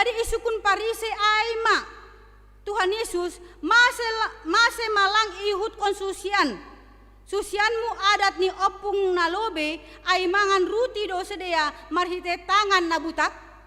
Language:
Batak Simalungun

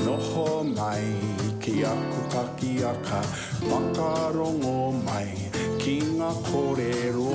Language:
Māori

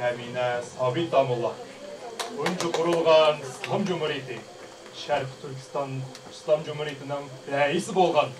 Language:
Uyghur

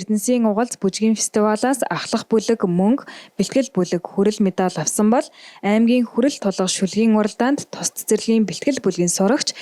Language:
Mongolian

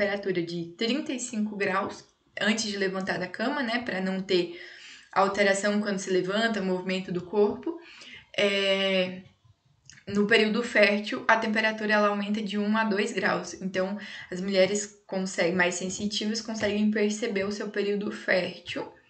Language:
Portuguese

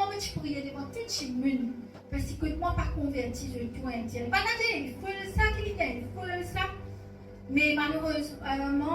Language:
Morisyen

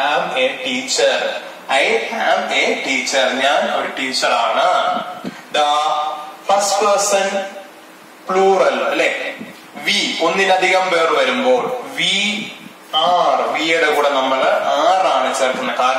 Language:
Malayalam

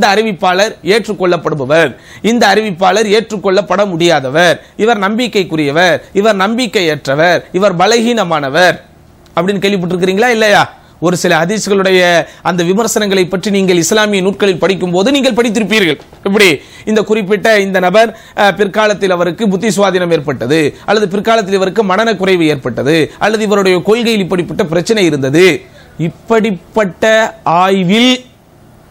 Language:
Tamil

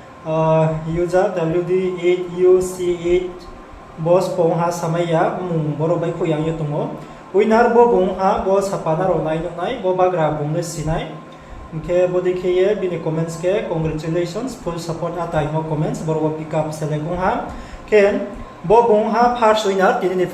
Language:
Riang (India)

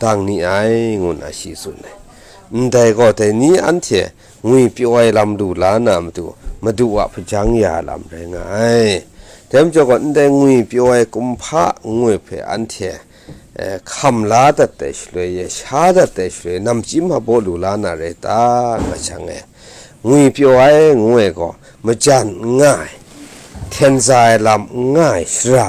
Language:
Kachin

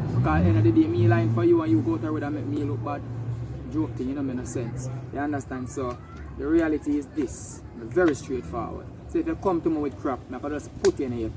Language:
Jamaican Creole English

